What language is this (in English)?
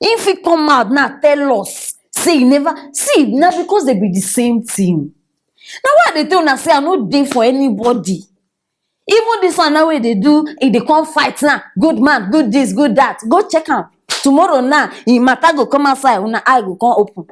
Nigerian Pidgin